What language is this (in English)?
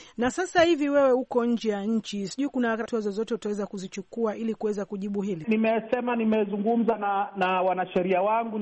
Swahili